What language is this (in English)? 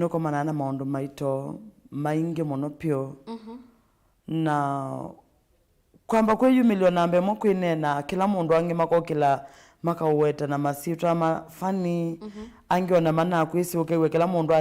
Kamba